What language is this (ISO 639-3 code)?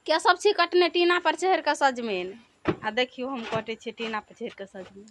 mai